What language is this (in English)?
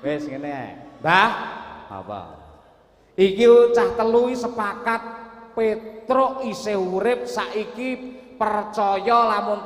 Javanese